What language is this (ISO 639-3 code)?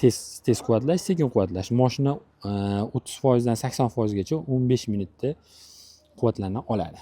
uzb